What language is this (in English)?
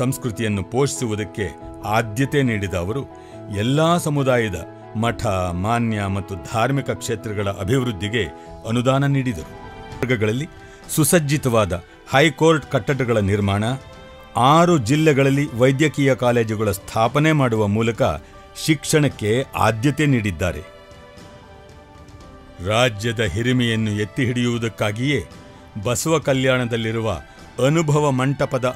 Kannada